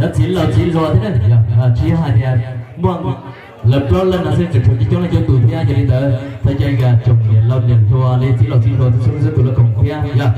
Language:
Hmong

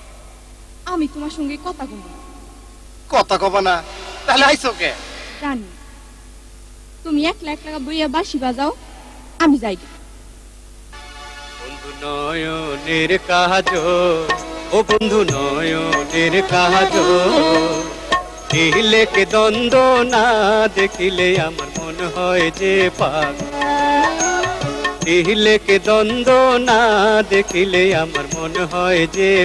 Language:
Bangla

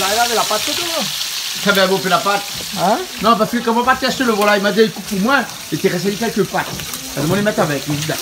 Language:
Réunion Creole French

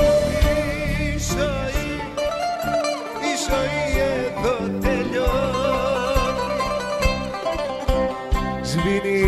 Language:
Greek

